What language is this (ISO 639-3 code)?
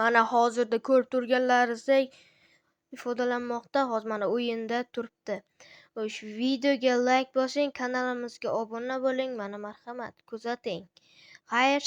uzb